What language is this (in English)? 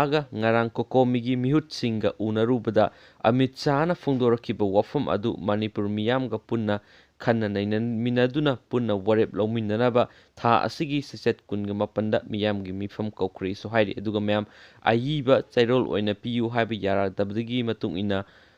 Manipuri